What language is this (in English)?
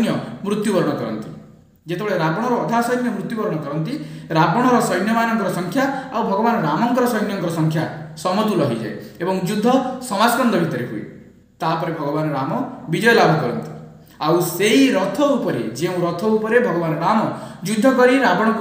Odia